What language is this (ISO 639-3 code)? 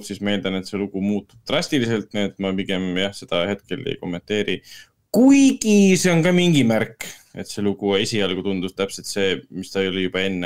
est